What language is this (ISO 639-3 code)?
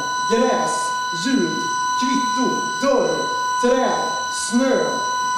swe